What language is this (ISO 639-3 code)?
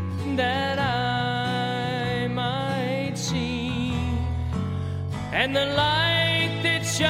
est